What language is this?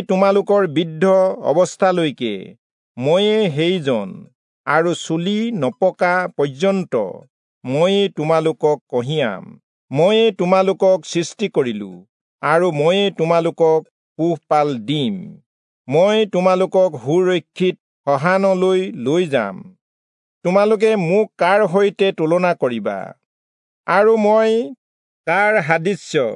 Assamese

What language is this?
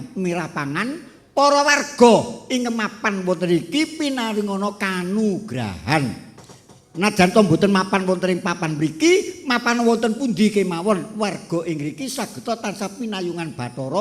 Javanese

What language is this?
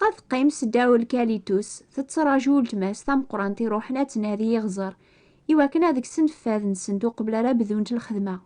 Kabyle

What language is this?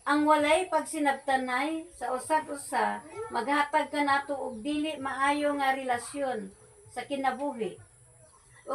Cebuano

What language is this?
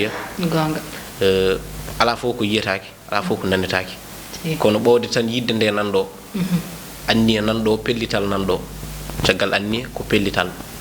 Fula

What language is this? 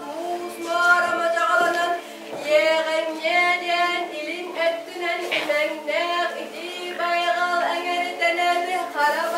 Yakut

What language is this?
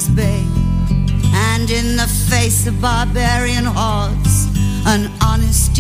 Greek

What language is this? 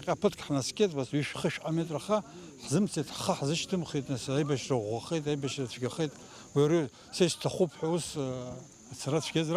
Abkhazian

